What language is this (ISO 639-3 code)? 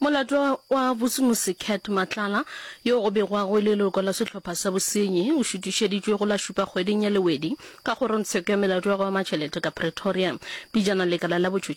nso